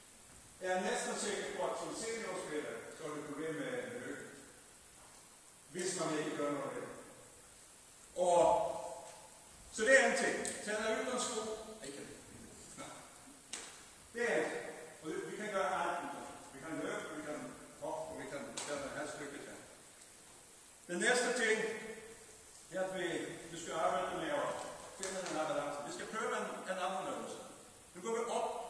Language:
Danish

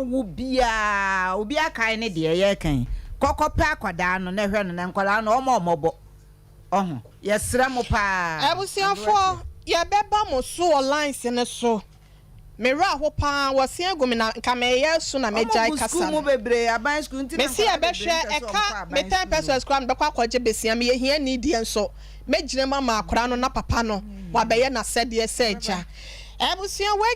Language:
Akan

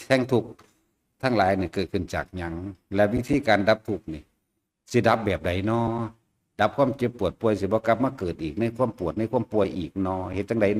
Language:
Northeastern Thai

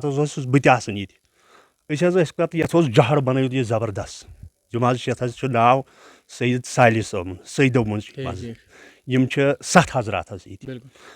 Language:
Kashmiri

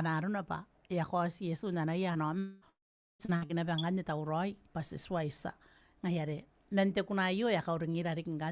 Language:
Gilbertese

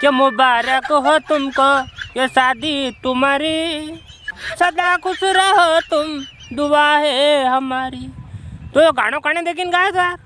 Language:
Rajasthani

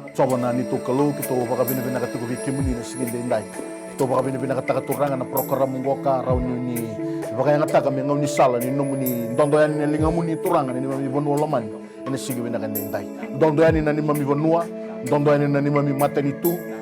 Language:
Fijian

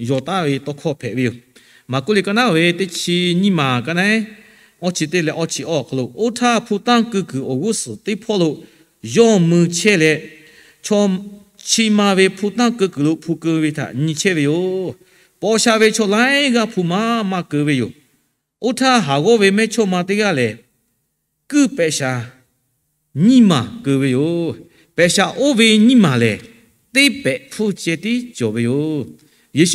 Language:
Lahu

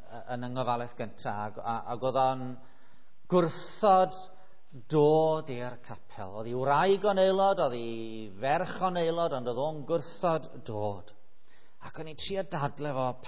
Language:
Welsh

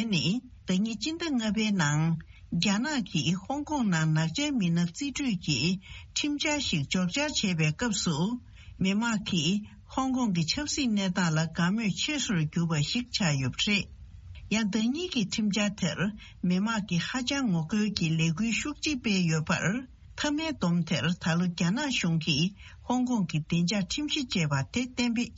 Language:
Tibetan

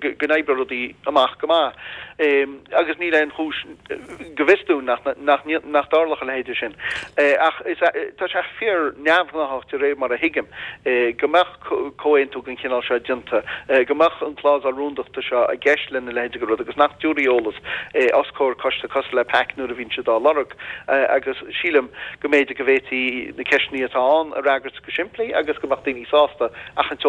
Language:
Irish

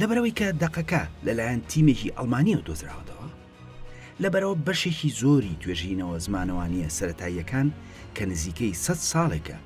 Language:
Central Kurdish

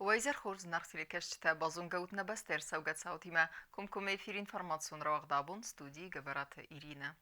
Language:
Ossetic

